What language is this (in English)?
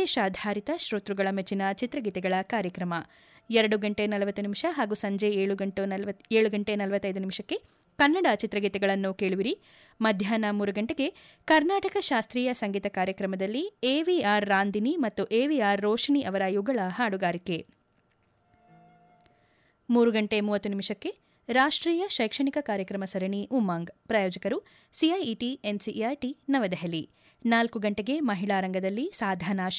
Kannada